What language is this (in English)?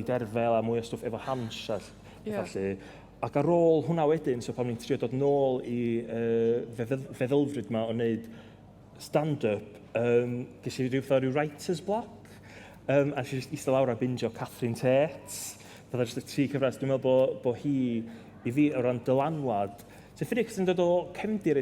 Welsh